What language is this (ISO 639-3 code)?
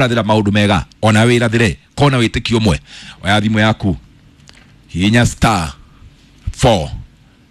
kik